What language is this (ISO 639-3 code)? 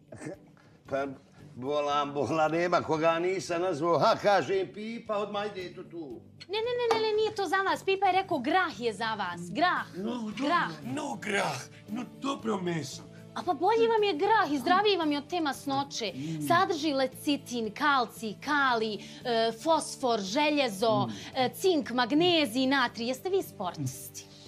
bos